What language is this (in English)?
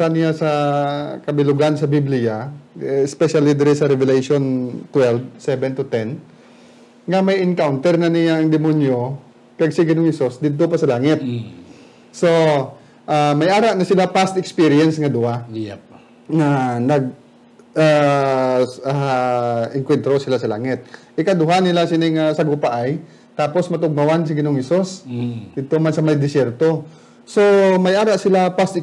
Hiligaynon